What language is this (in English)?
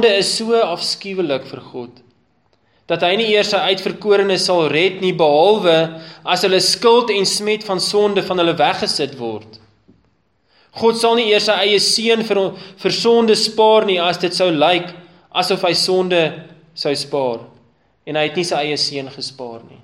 Afrikaans